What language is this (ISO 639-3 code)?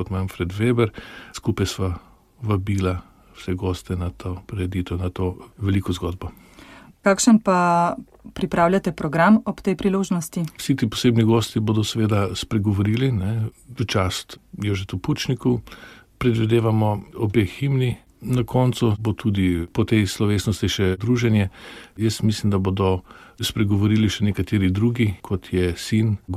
slv